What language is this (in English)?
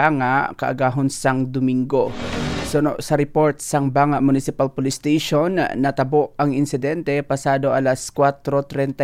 Hiligaynon